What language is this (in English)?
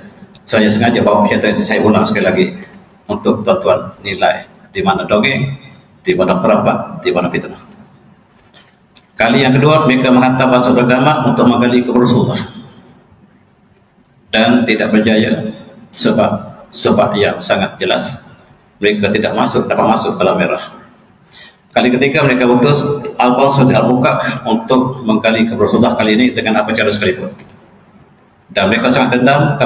Malay